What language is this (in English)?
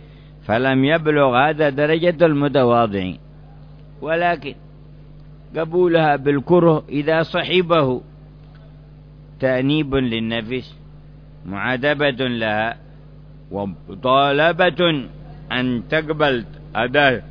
Arabic